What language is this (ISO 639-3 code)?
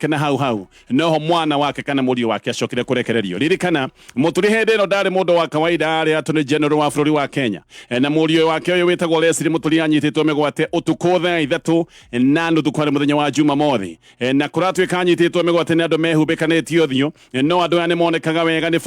kik